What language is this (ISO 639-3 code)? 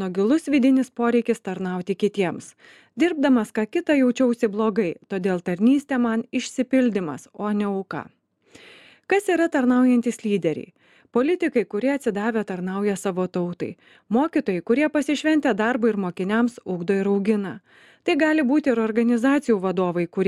lit